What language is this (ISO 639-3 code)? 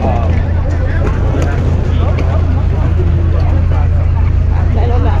lao